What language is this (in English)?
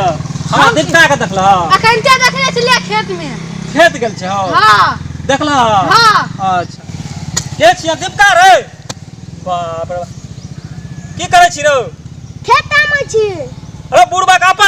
Maithili